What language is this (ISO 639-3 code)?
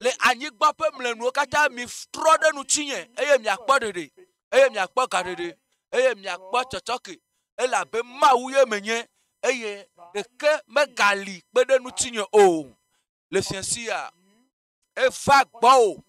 ewe